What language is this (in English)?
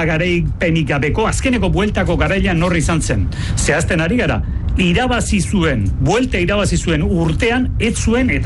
Basque